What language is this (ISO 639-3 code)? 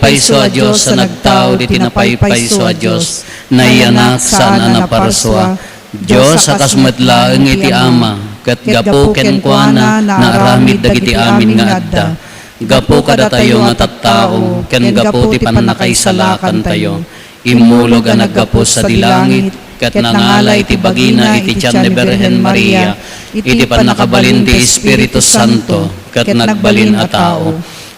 ilo